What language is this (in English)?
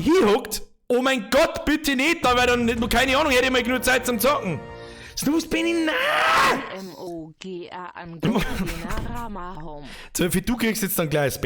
Bavarian